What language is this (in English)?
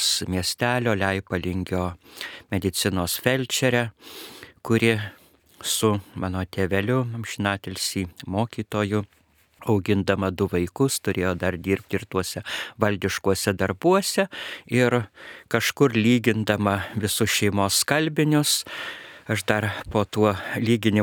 Lithuanian